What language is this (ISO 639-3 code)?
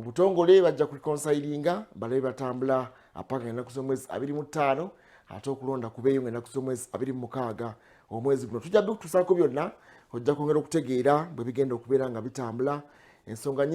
lug